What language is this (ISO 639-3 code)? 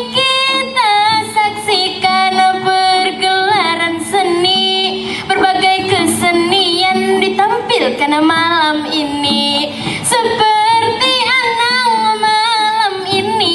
bjn